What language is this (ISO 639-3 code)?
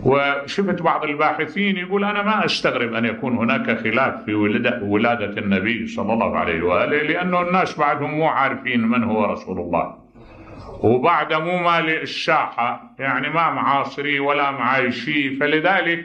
acm